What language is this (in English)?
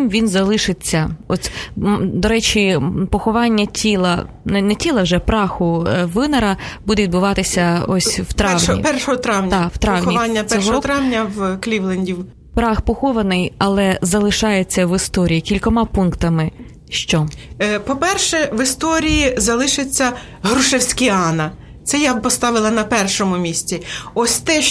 Ukrainian